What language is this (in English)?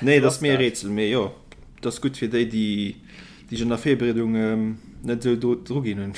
Luxembourgish